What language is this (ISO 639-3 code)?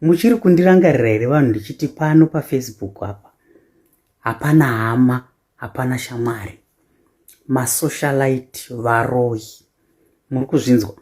sna